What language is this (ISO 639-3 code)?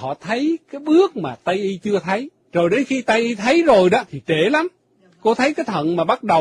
vie